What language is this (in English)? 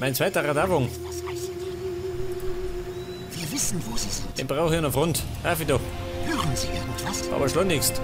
Bavarian